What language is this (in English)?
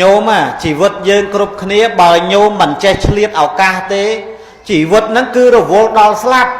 Khmer